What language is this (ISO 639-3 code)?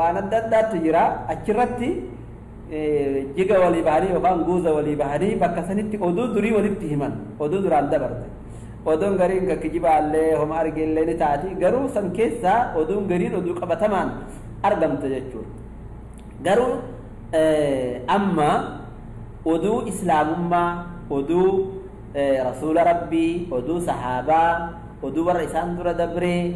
orm